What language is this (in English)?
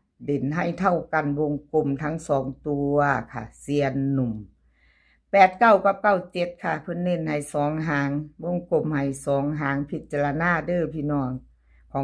Northeastern Thai